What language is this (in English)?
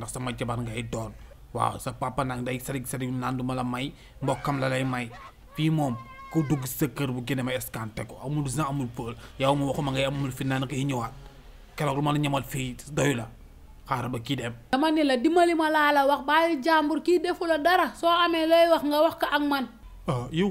Wolof